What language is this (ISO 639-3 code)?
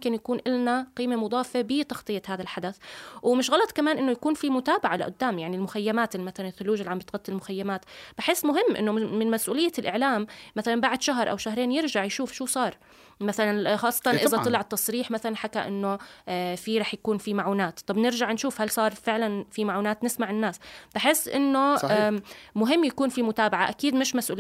apc